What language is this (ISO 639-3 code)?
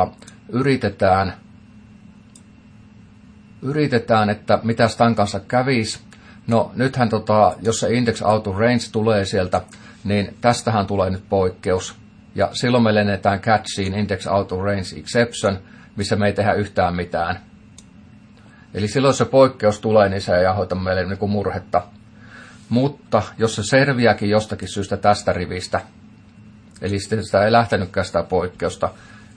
fin